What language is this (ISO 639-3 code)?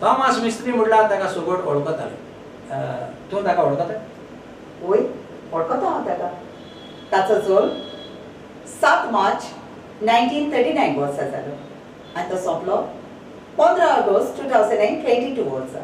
kok